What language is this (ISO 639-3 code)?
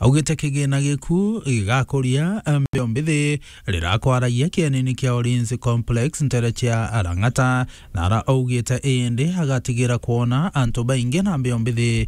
mer